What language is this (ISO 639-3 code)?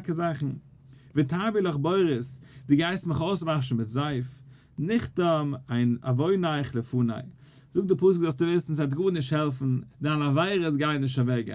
yid